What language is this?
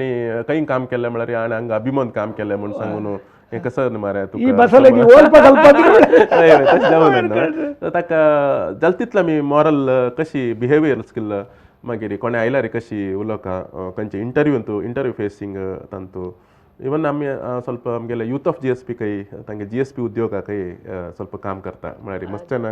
Konkani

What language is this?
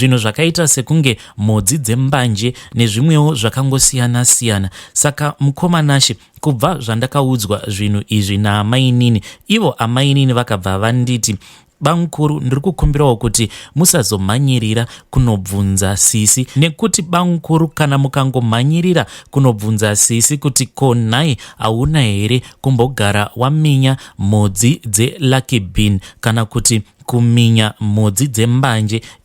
Shona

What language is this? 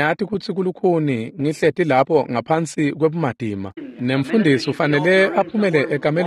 Swati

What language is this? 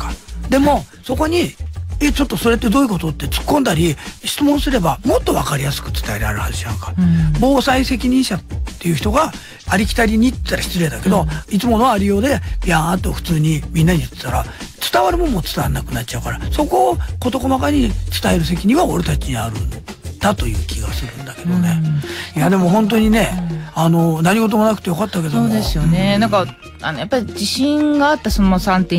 Japanese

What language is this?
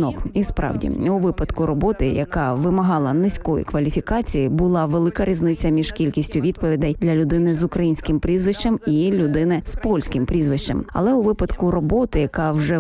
Ukrainian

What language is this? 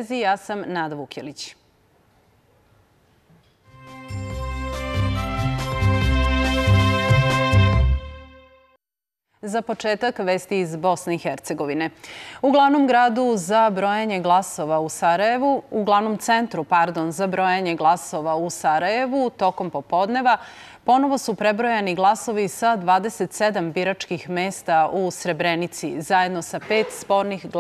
Serbian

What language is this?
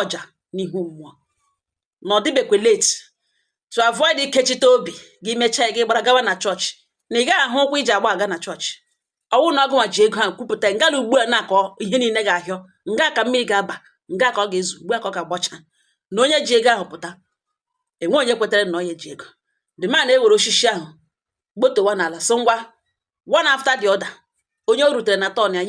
Igbo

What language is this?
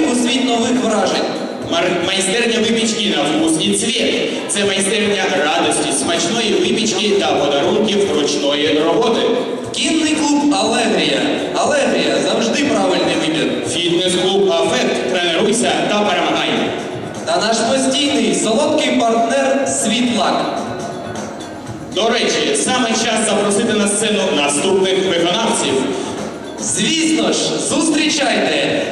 Ukrainian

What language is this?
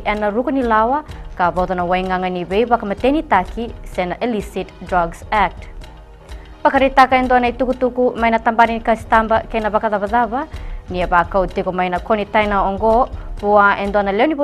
Fijian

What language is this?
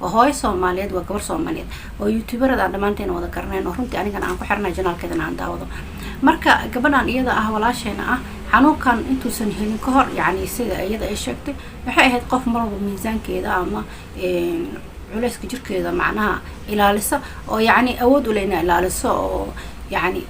Somali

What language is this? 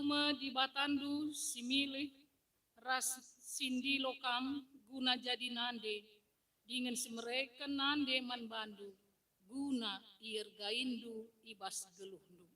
Batak Karo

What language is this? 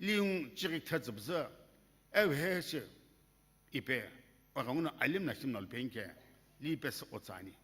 Sumi Naga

